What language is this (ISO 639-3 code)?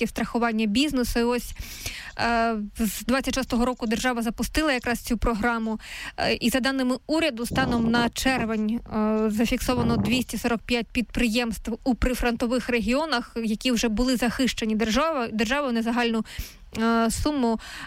ukr